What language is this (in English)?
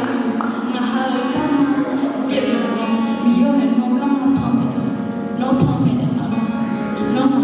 Akha